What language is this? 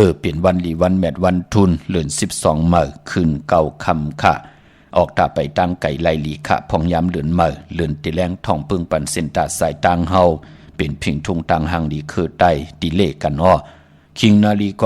Shan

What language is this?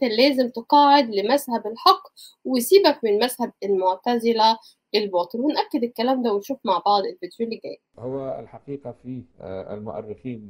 Egyptian Arabic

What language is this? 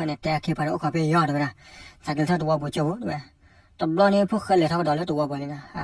S'gaw Karen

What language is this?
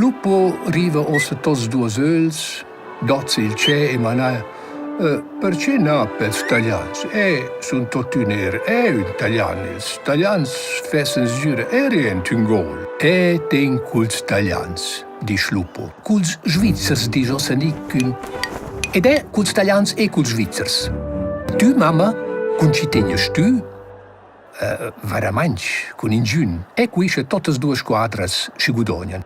Romansh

